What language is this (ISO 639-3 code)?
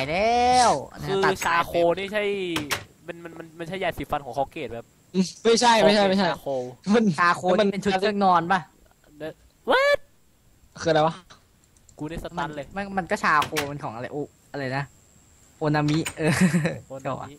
tha